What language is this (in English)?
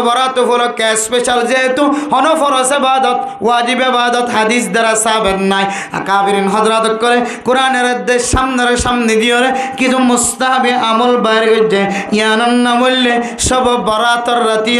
Rohingya